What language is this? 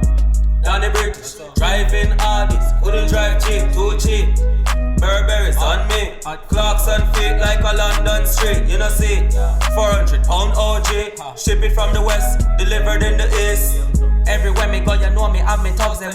Jamaican Creole English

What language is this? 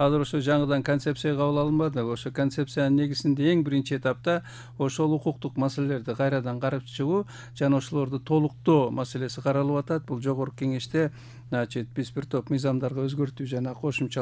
Kyrgyz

